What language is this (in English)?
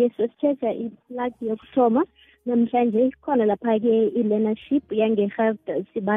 South Ndebele